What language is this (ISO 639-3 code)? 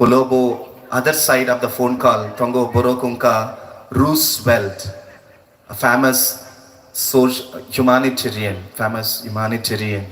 trp